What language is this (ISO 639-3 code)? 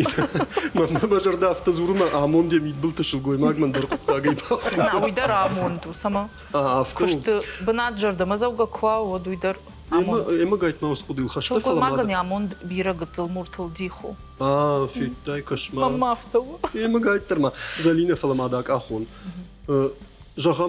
oss